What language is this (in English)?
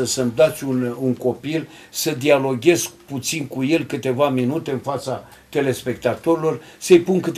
Romanian